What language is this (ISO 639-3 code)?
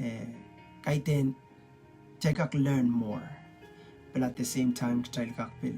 pon